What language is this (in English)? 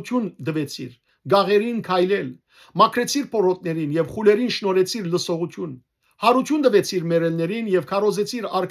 Western Armenian